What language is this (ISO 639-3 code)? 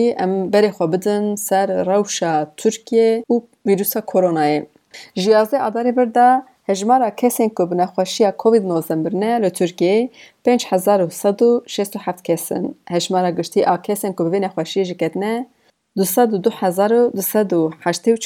kur